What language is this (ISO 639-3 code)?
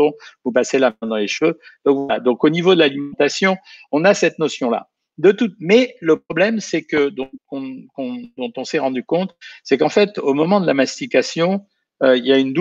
fra